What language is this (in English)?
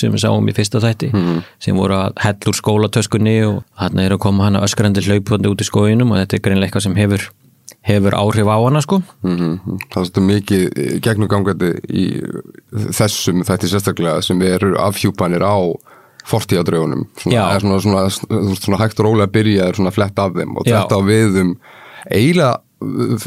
Icelandic